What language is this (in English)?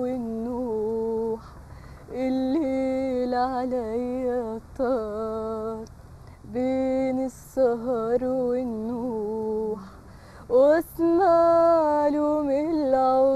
Egyptian Arabic